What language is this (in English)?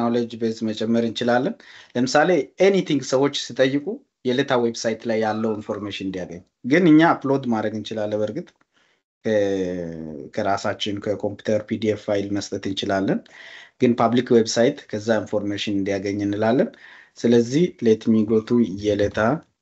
Amharic